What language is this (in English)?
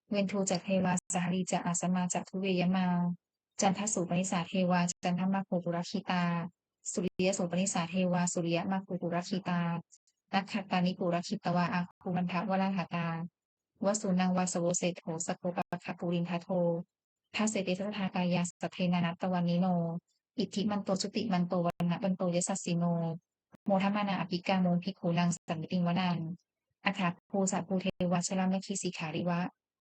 Pali